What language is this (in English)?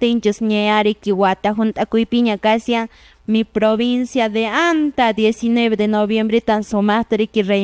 Quechua